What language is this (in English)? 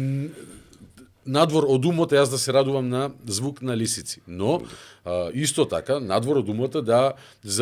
Macedonian